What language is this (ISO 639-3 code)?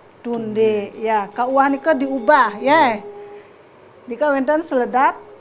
ban